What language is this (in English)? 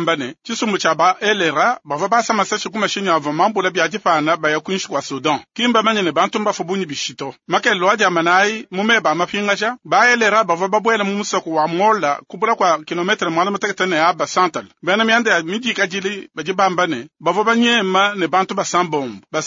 Luba-Lulua